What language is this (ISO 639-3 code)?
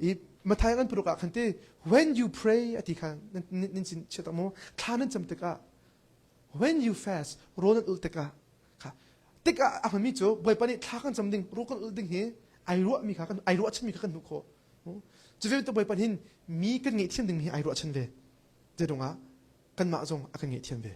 cnh